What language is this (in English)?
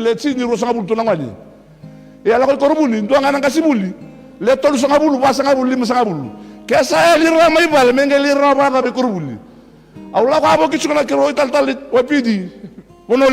Fijian